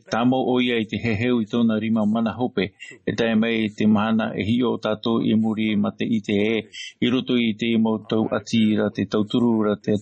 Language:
Tahitian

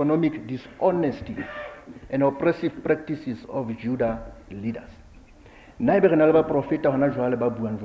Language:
Southern Sotho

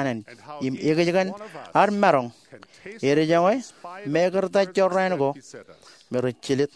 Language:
Marshallese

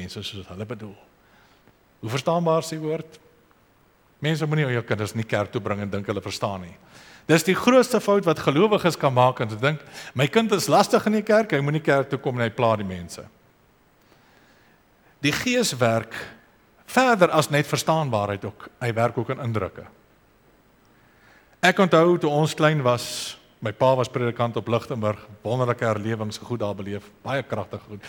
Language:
Afrikaans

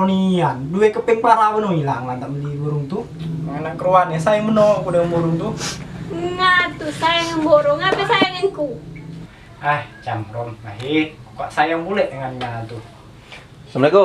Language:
Musi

